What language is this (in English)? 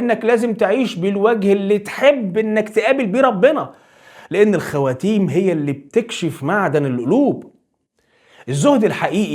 Egyptian Arabic